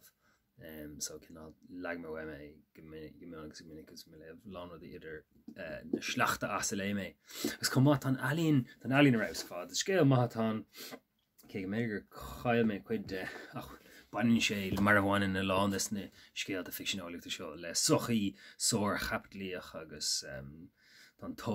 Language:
Irish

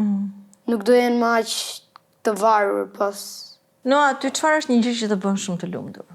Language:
Albanian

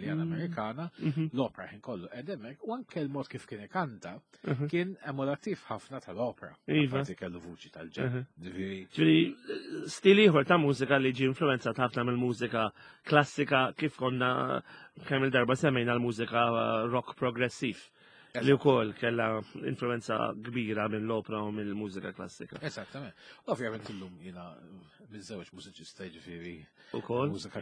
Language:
Maltese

